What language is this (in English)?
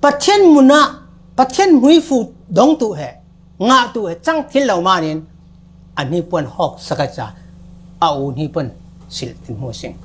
Falam Chin